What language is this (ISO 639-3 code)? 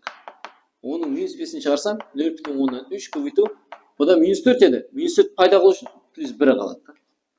kaa